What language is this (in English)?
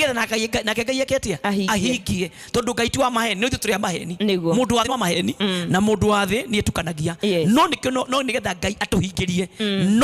Kikuyu